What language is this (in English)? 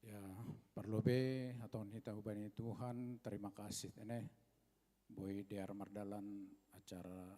Batak Simalungun